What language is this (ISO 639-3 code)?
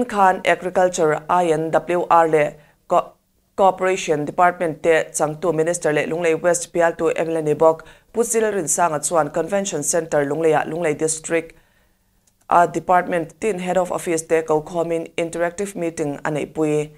lus